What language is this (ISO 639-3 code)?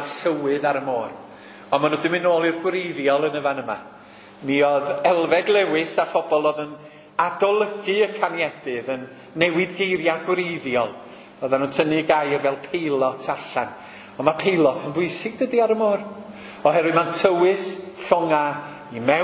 cym